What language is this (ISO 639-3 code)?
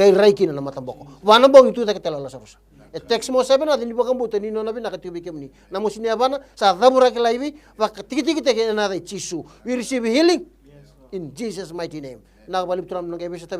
fij